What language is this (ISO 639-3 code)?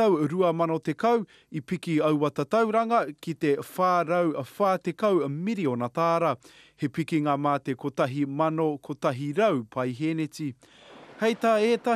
mri